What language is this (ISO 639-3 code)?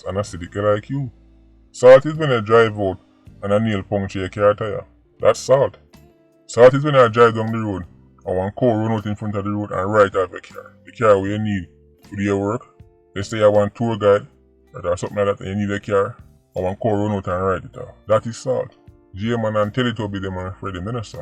jam